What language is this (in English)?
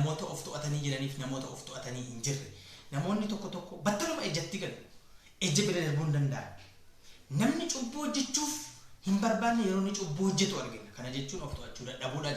Oromo